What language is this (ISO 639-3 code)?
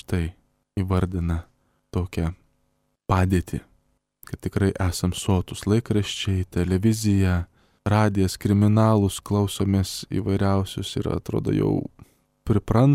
lit